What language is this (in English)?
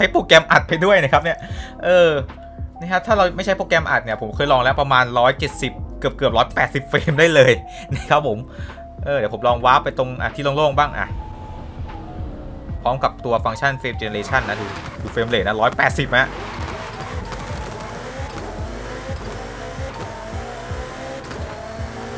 Thai